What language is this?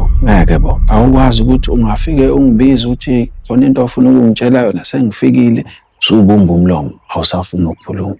Zulu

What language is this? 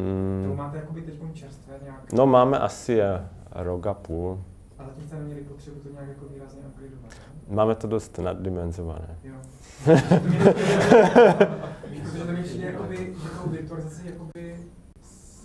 Czech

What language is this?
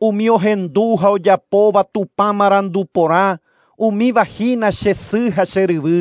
Guarani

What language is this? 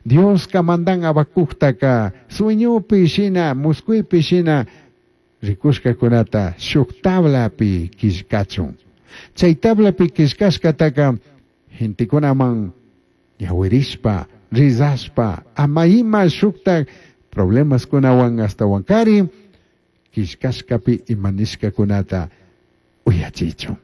Chimborazo Highland Quichua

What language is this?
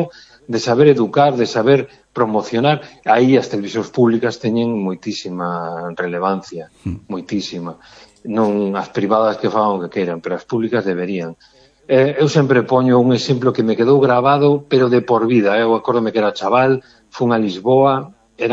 Galician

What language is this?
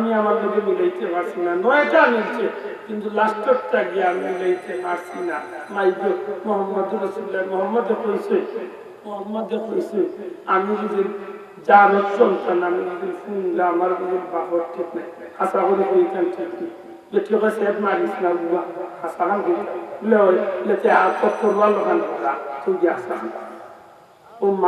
Sylheti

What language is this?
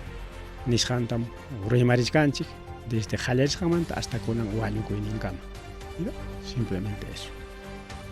Ayacucho Quechua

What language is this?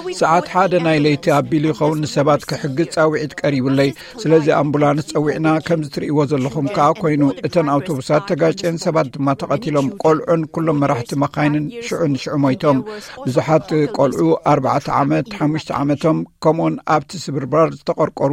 Tigrinya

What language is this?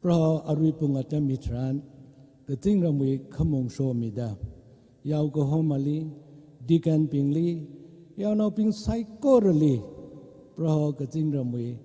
Tangkhul Naga (India)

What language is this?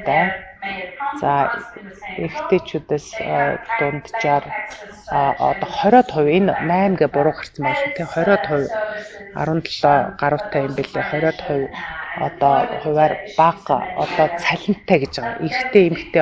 Mongolian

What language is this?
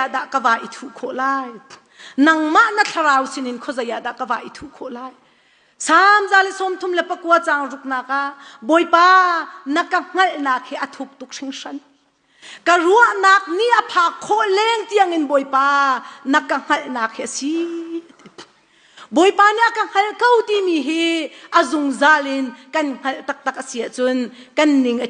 Hakha Chin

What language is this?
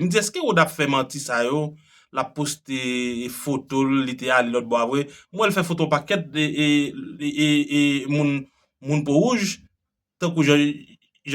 Haitian Creole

